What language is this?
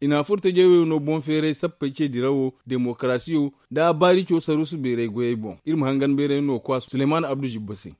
Zarma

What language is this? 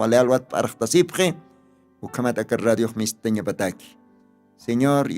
Aymara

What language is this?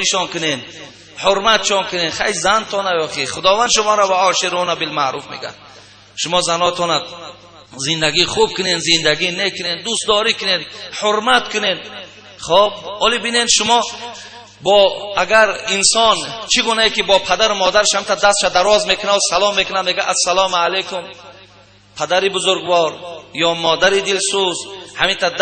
Tajik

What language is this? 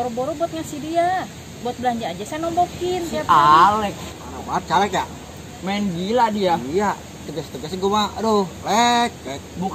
Betawi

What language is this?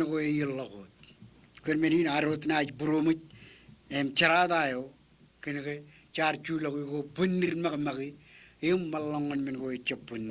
Marshallese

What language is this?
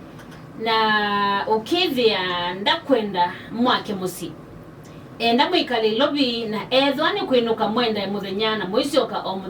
Kamba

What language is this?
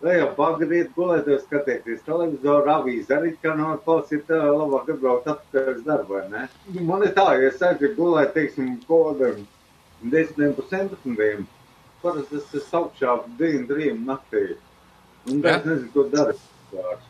Latvian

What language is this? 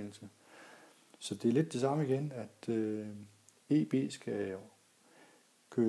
Danish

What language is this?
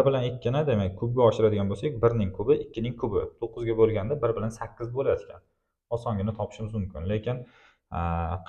Uzbek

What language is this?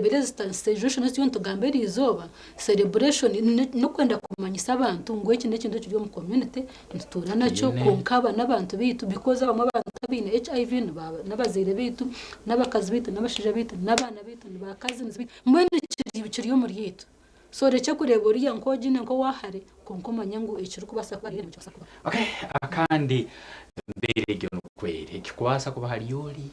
Nyankole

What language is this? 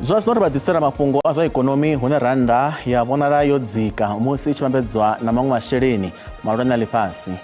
Venda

